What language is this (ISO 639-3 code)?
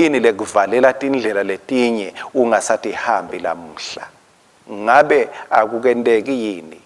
ssw